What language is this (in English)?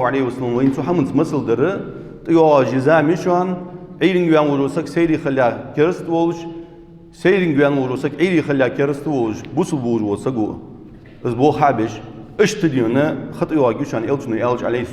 Ingush